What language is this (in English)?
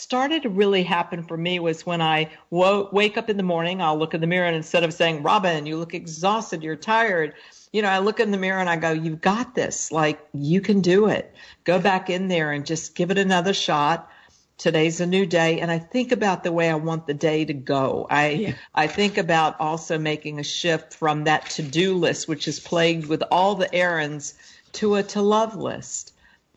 English